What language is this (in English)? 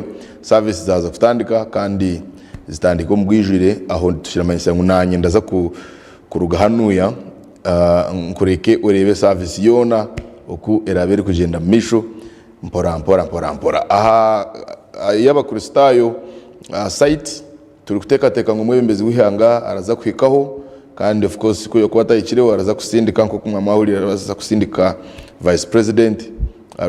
Nyankole